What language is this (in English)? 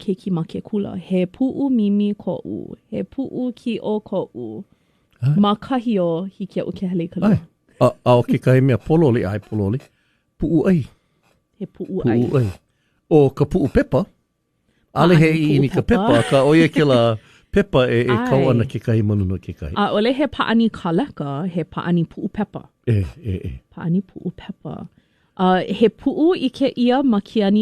Hawaiian